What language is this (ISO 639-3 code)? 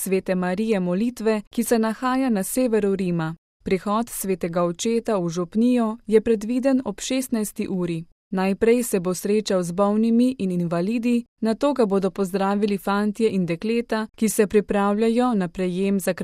slv